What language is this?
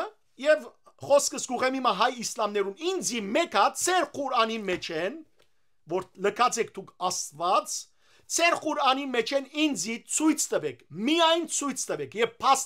Western Armenian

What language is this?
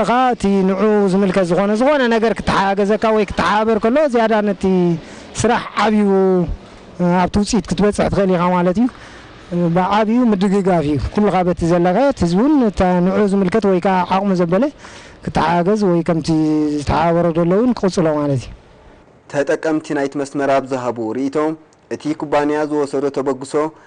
Tigrinya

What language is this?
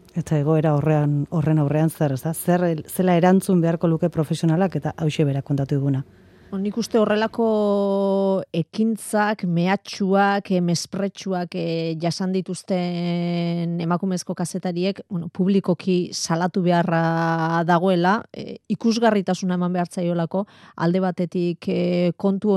Basque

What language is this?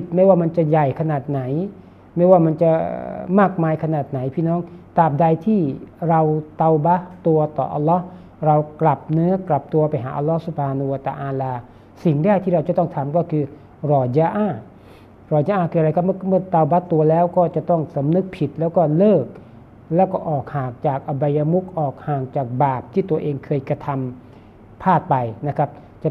Thai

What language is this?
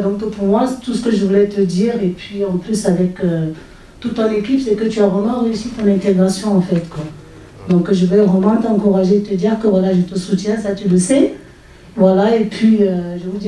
French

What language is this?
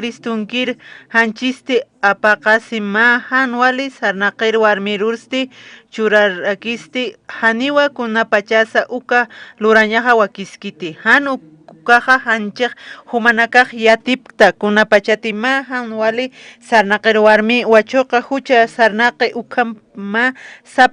Aymara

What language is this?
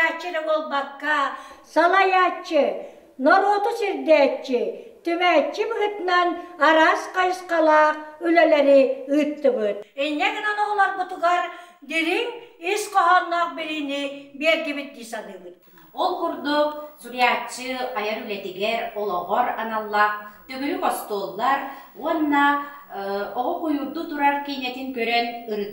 Yakut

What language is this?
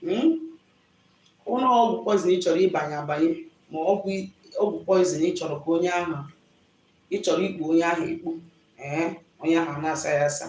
Igbo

